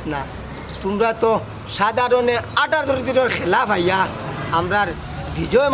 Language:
Sylheti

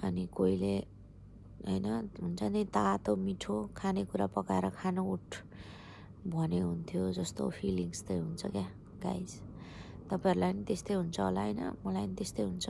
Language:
Nepali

